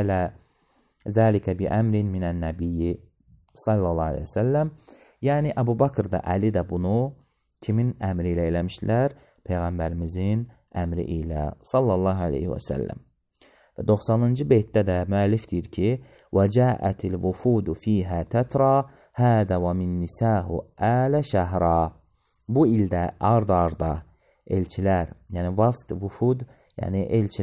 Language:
Azerbaijani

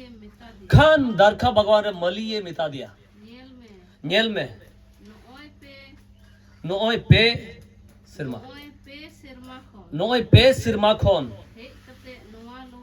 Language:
Santali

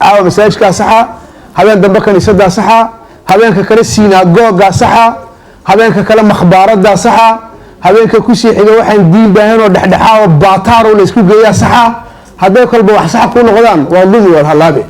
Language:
Somali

